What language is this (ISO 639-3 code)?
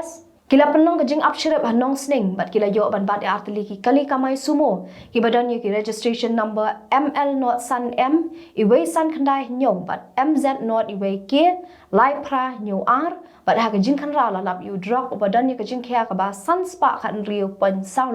kha